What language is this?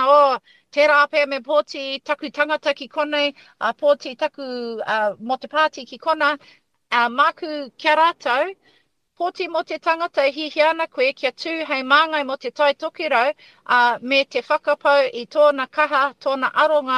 Māori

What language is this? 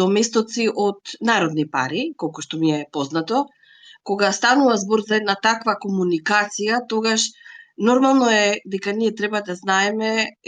Macedonian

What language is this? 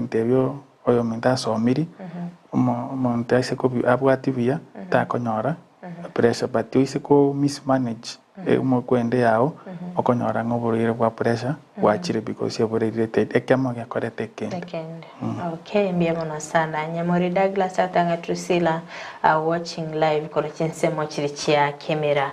Gusii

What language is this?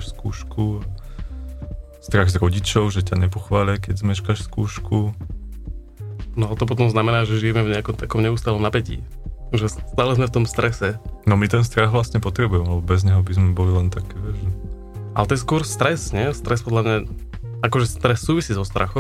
Slovak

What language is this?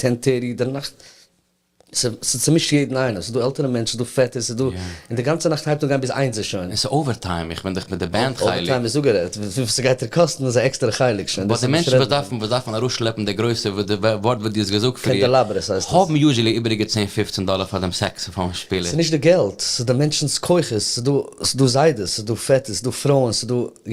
Yiddish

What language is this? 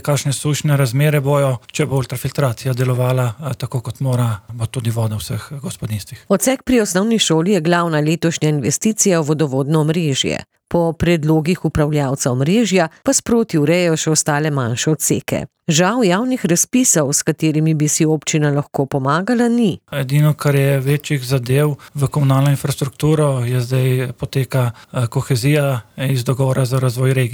Slovenian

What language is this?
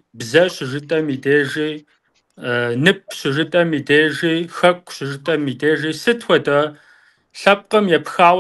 Kabardian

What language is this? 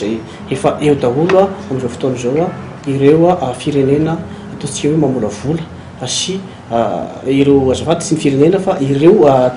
Malagasy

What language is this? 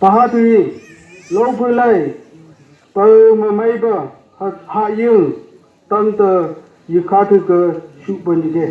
Phom Naga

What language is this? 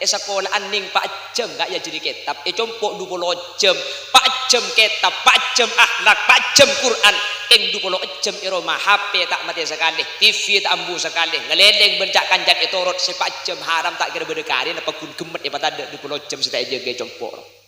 Madurese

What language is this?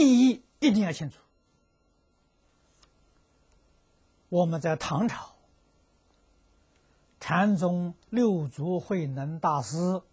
Chinese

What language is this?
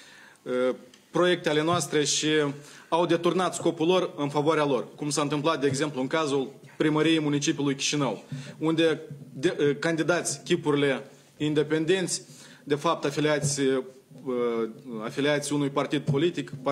Romanian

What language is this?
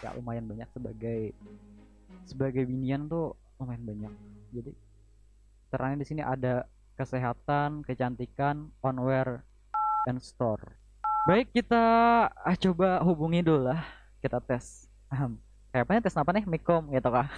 Banjar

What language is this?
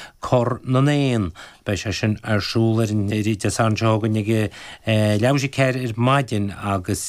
Irish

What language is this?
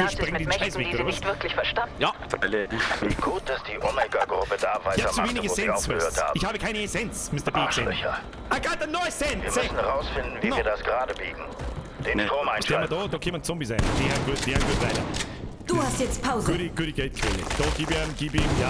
Bavarian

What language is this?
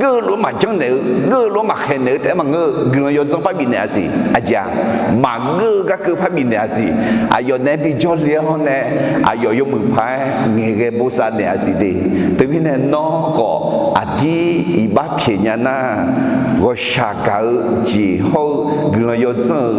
Akha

